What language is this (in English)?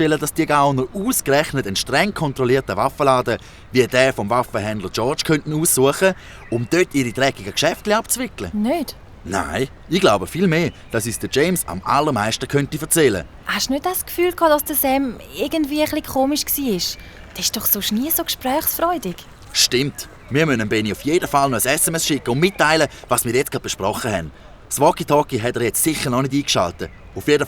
Swiss German